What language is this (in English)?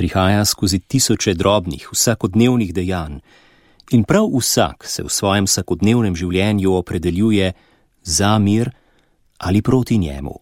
Slovenian